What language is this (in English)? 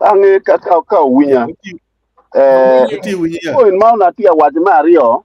Acoli